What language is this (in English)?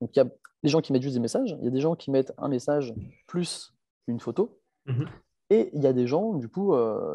French